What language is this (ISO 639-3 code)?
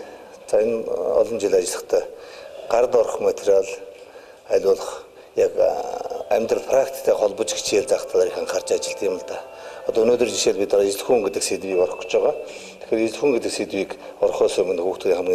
mon